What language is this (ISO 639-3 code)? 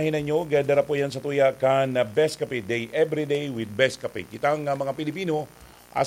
bik